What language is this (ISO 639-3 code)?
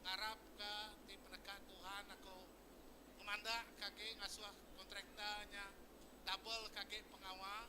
iba